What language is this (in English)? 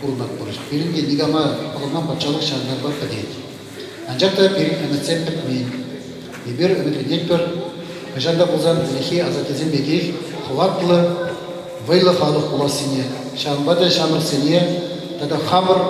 Chuvash